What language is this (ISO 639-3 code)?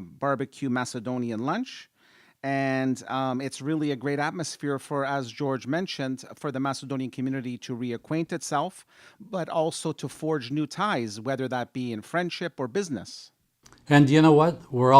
eng